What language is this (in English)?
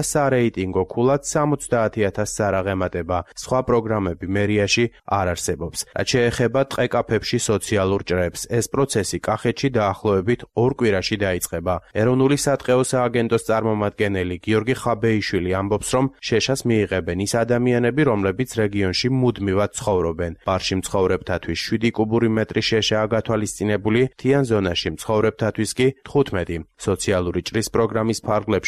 Georgian